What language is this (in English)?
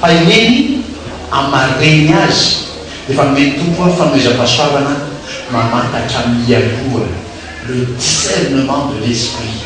Malagasy